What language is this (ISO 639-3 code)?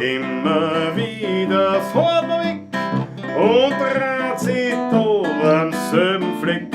bar